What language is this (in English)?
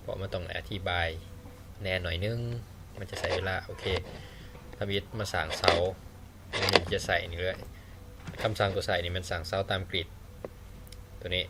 Lao